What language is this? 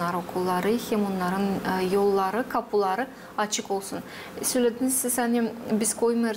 Gagauz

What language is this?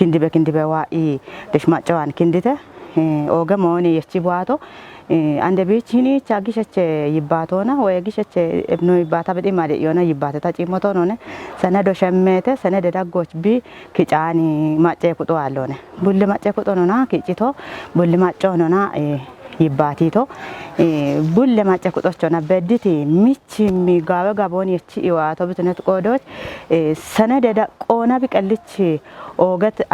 Kafa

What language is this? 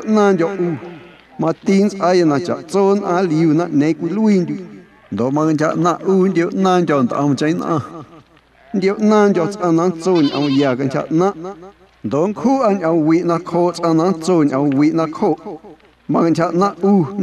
Guerrero Amuzgo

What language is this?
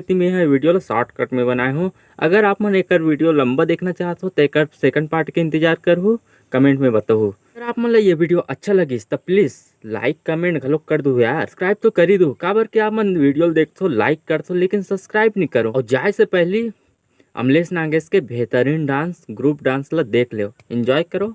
Chhattisgarhi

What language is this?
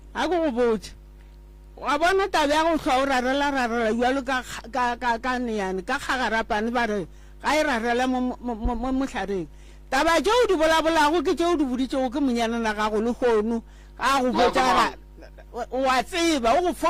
Northern Sotho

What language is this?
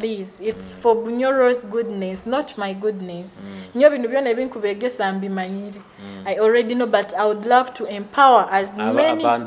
Nyoro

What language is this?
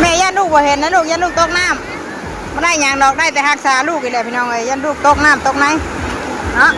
Northeastern Thai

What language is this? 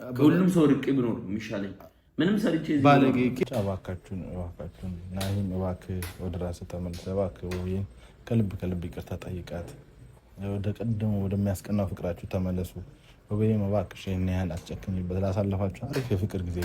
Amharic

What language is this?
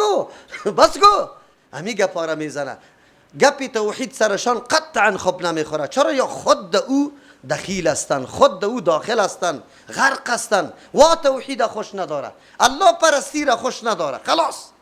Persian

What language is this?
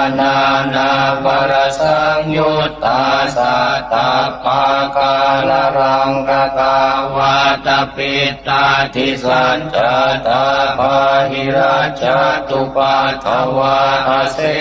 Pali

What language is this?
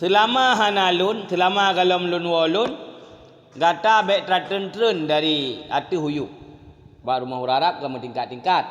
Achinese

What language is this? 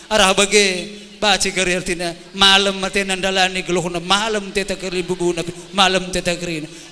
Batak Karo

